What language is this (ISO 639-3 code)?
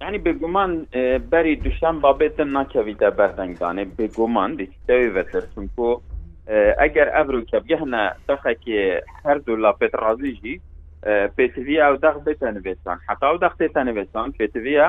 kur